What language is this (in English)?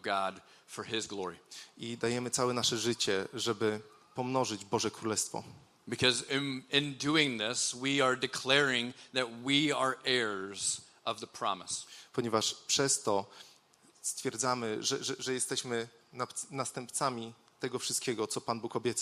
Polish